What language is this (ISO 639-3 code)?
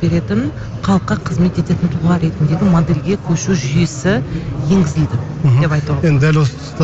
kaz